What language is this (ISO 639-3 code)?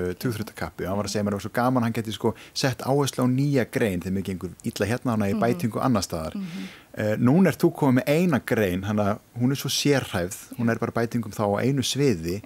isl